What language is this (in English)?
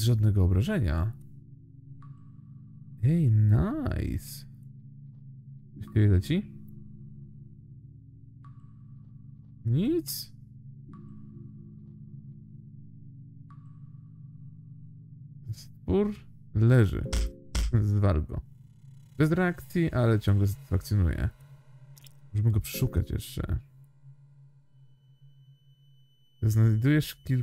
Polish